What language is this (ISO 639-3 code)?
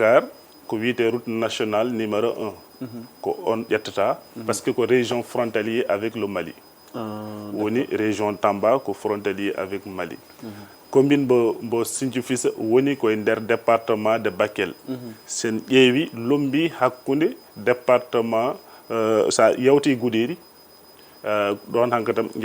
ful